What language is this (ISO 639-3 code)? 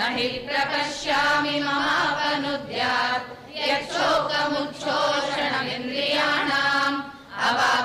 san